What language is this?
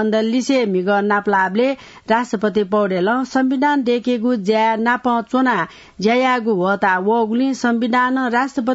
Newari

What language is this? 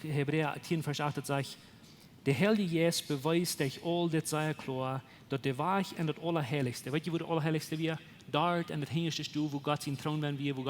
Plautdietsch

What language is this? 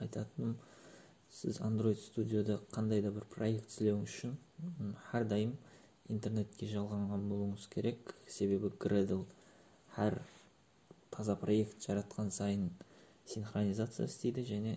Kara-Kalpak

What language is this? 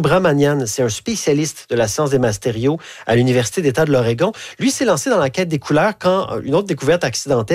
French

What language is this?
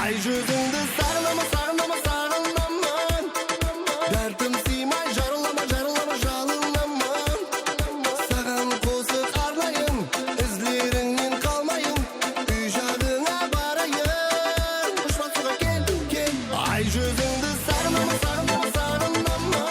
Kara-Kalpak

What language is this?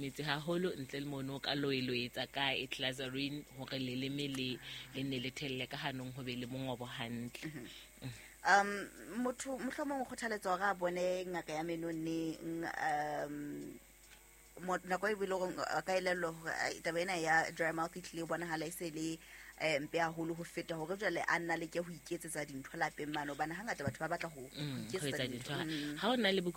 Southern Sotho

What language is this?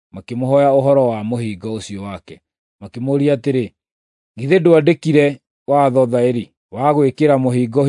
Kikuyu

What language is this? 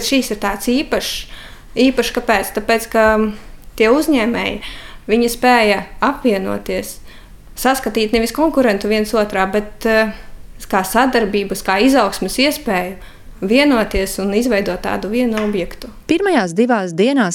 Latvian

